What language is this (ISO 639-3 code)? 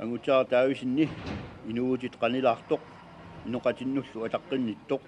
kal